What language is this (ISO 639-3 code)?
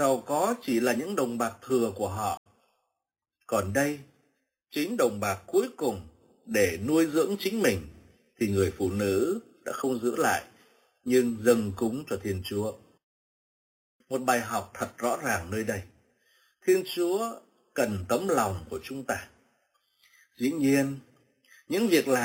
vie